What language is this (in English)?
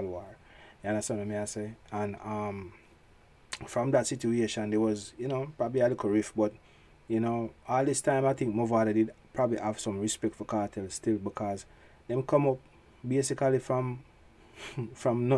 Jamaican Creole English